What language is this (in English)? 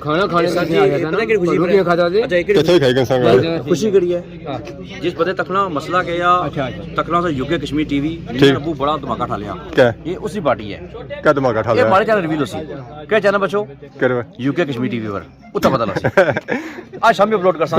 Pahari-Potwari